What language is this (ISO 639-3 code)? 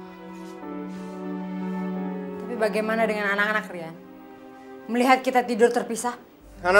ind